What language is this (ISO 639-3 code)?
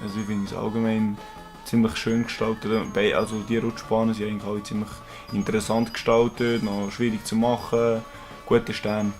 gsw